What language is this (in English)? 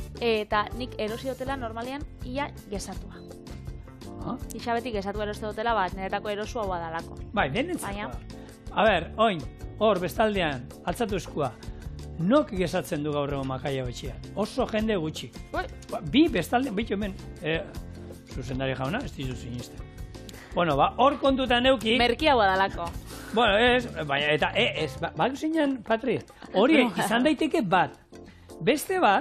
Basque